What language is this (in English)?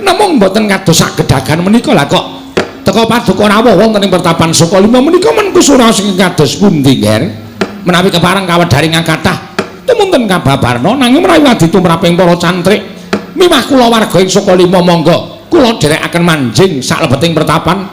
Javanese